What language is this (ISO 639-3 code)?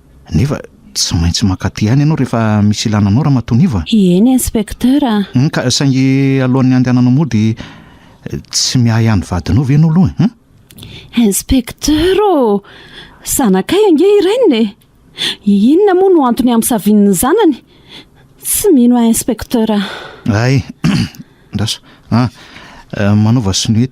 mlg